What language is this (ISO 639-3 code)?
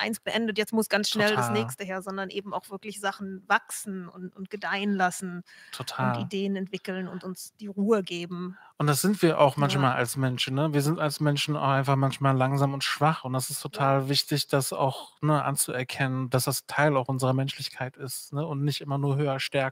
deu